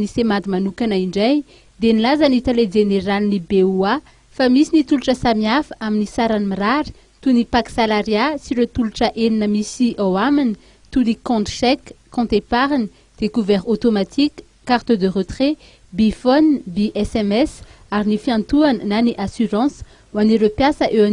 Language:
Malagasy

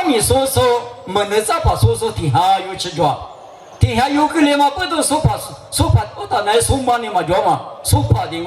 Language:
Lisu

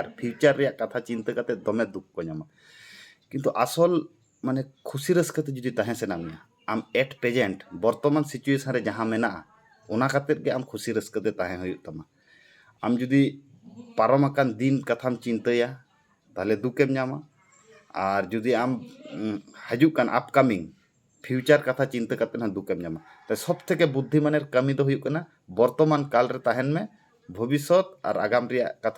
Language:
Santali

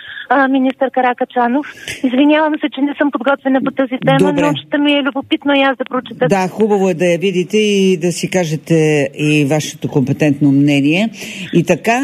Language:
Bulgarian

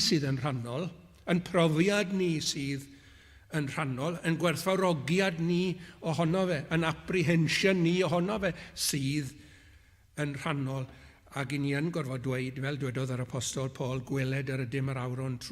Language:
Welsh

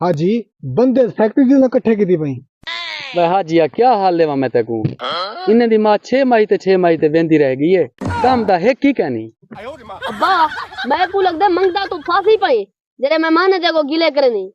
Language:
Saraiki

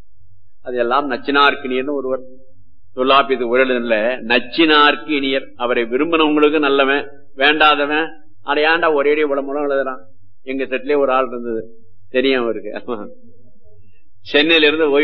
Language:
Tamil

